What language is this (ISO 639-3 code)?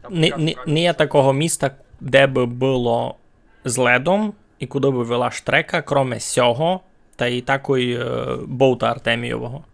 rue